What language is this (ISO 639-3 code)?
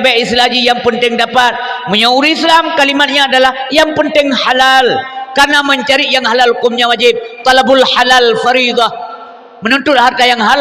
ace